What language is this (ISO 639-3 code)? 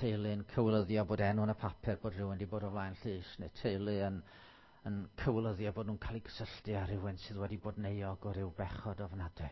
cym